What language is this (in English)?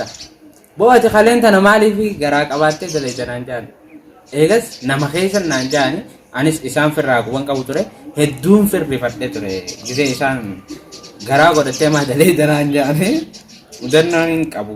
Oromo